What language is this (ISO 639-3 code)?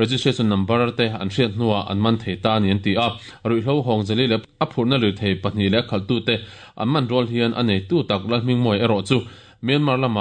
lus